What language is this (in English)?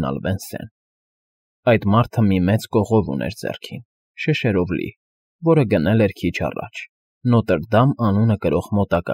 Armenian